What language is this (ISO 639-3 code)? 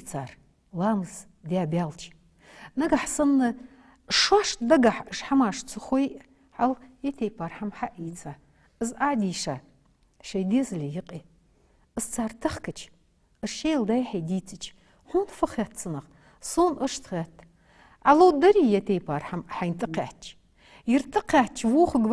inh